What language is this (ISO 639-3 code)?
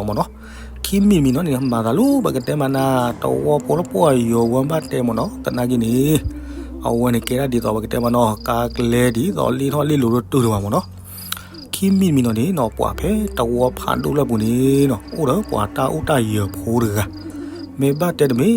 ksw